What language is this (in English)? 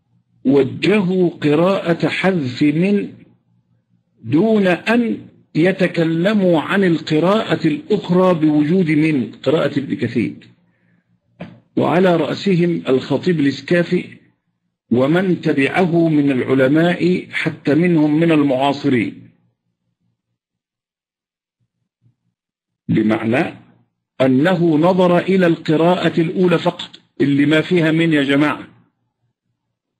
Arabic